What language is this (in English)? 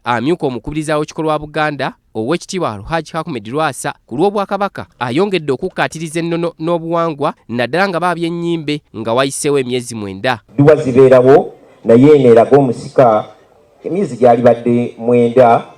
Ganda